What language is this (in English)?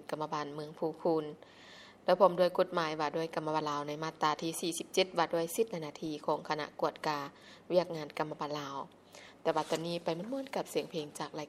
Lao